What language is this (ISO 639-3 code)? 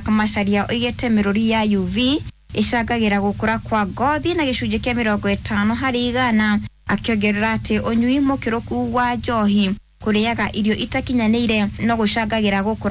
kik